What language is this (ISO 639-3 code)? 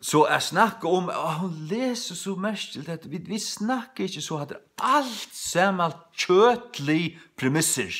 fao